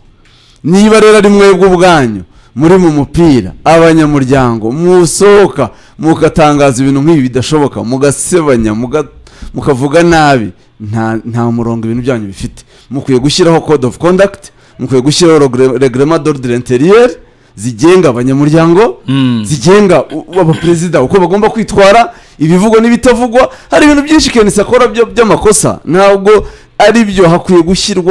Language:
Kinyarwanda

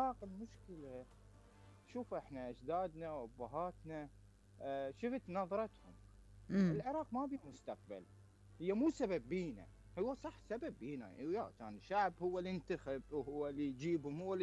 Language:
Mesopotamian Arabic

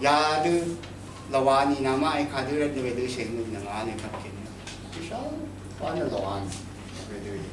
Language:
Rawang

